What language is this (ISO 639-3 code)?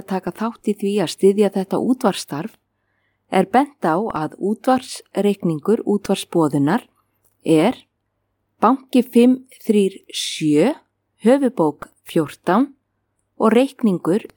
isl